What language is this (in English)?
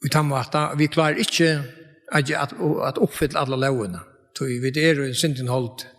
Faroese